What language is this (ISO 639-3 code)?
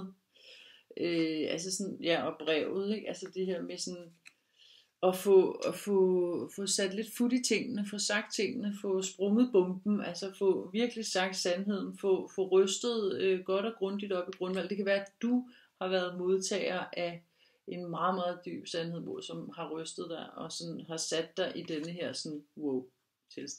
dan